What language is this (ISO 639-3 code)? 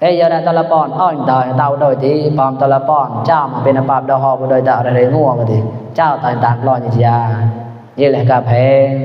mnw